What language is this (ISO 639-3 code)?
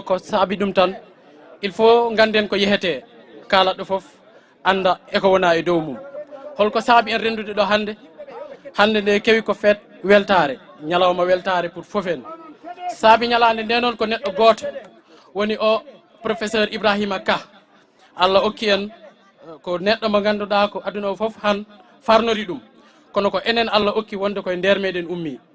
ful